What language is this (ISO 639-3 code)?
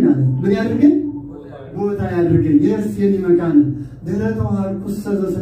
amh